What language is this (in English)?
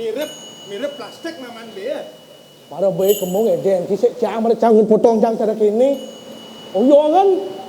Balinese